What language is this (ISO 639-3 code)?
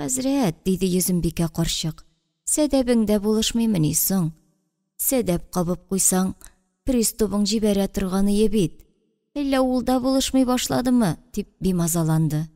tat